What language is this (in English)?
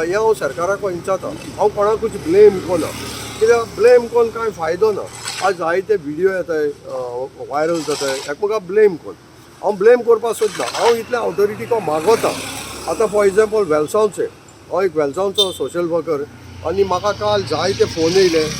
Konkani